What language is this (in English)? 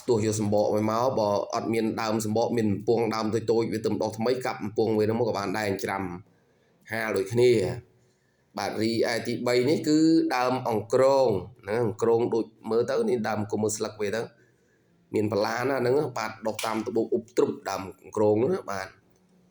Khmer